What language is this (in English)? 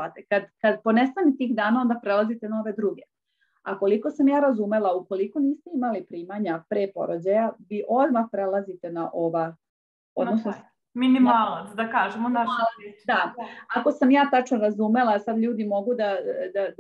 Serbian